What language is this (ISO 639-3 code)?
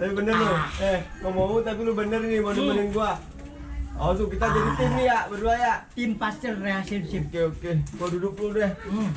bew